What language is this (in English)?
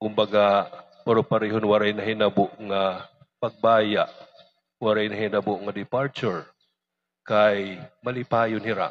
Waray